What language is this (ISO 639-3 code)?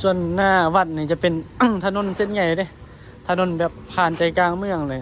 lao